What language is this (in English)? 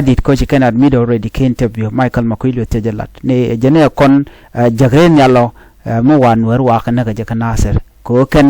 Nuer